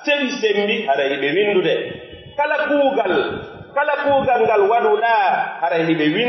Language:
Pular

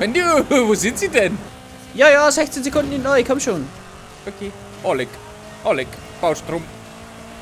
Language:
Bavarian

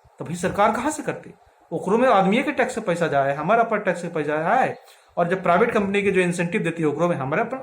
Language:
Magahi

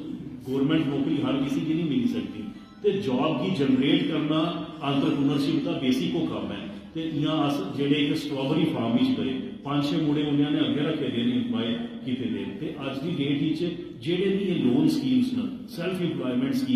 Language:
Dogri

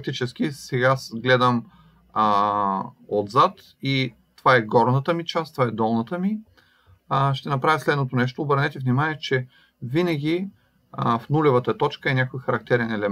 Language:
Bulgarian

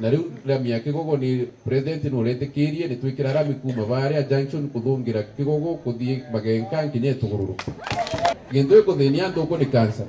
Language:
Meru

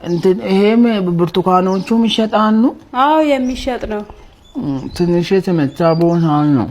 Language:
Amharic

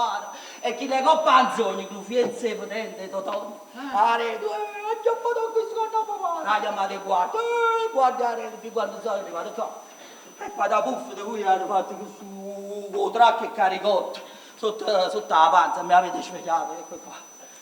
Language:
Neapolitan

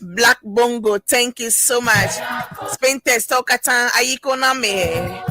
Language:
Ewe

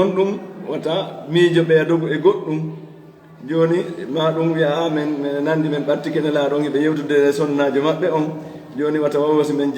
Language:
Fula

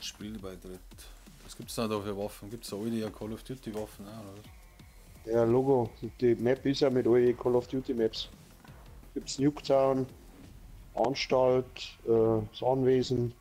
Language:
Bavarian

